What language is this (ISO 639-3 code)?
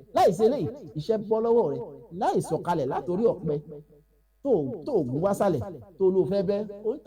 yor